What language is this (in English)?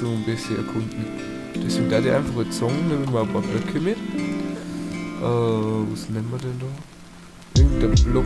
Bavarian